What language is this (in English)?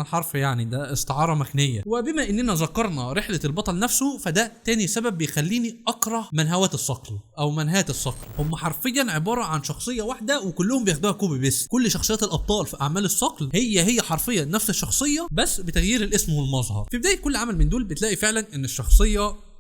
Egyptian Arabic